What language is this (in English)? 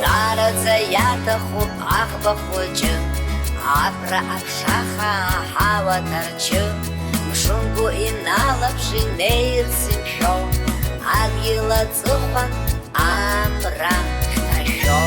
Abkhazian